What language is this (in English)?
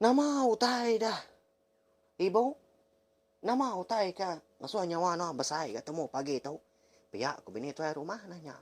Iban